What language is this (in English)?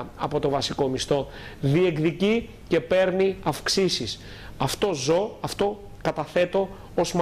Greek